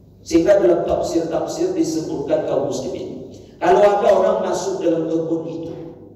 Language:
Indonesian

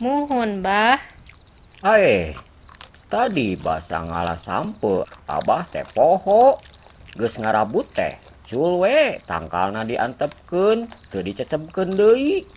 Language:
Sundanese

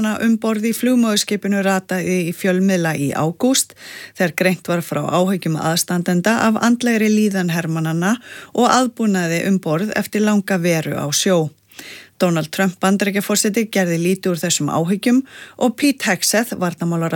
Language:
Icelandic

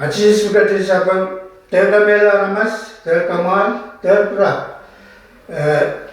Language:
Pohnpeian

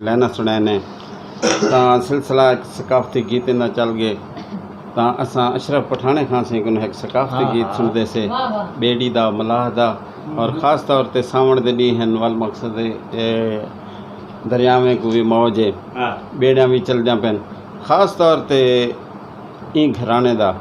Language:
Saraiki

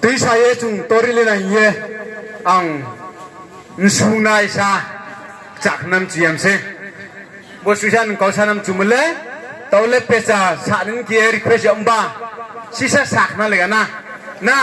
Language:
Riang (India)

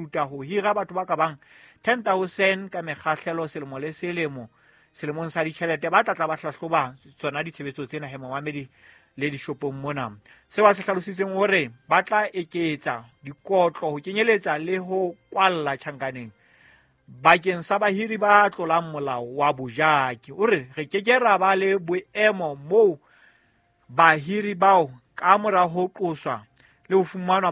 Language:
Southern Sotho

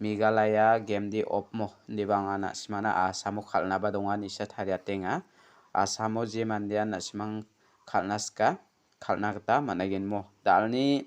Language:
Garo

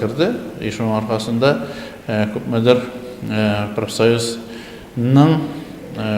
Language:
Tatar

